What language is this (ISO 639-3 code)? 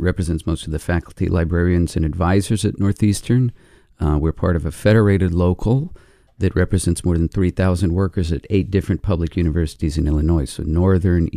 eng